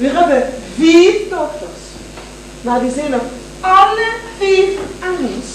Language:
Limburgish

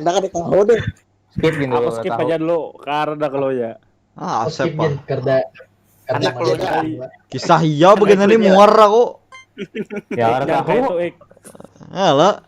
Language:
Banjar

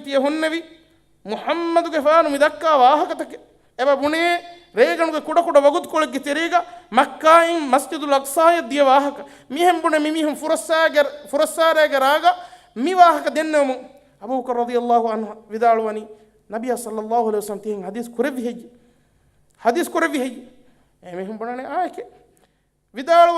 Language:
Divehi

